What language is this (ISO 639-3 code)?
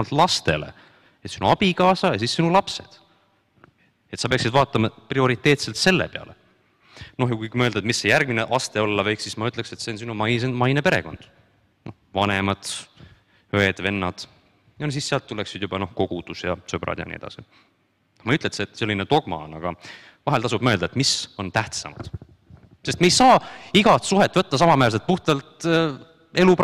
est